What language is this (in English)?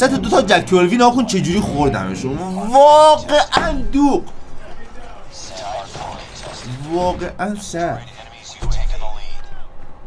Persian